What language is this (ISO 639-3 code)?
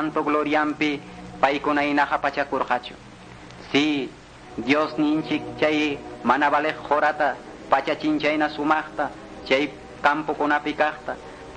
que